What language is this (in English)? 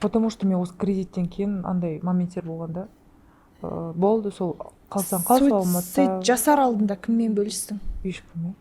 Kazakh